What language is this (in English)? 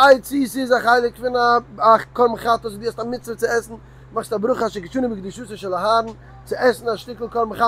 Yiddish